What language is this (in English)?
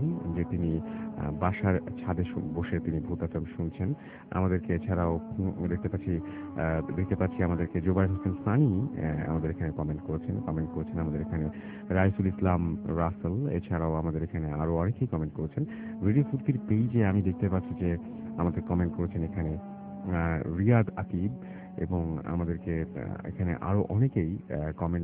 Bangla